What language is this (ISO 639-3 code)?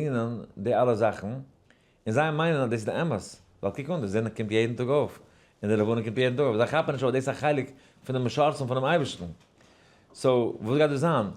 yid